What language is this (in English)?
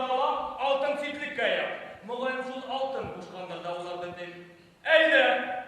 Bashkir